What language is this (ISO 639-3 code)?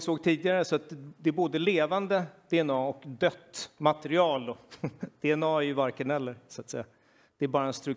swe